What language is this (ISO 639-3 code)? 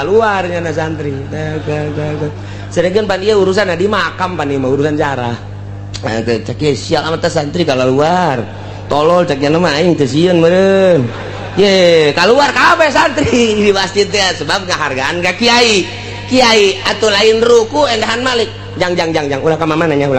sun